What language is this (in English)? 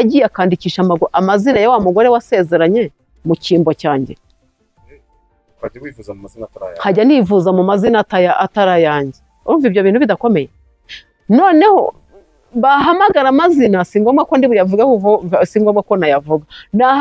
Kinyarwanda